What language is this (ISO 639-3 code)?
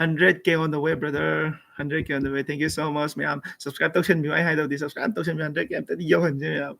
mni